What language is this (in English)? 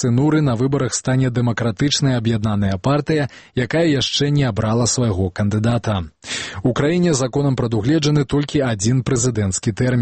Belarusian